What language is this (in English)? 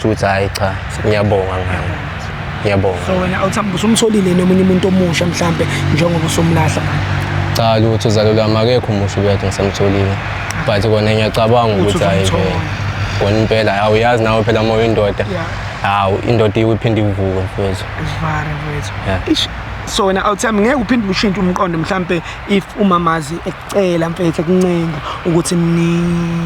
Zulu